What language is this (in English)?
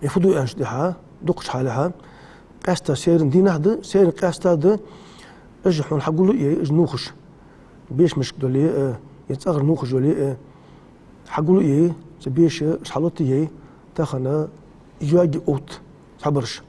Ingush